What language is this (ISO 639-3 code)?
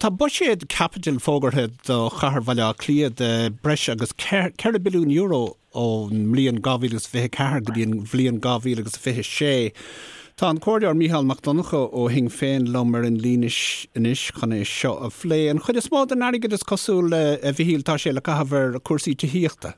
gle